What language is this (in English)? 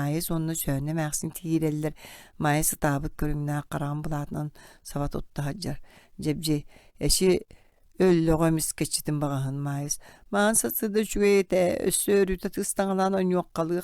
Yakut